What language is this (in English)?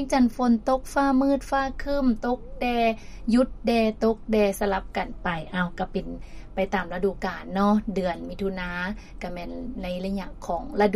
Lao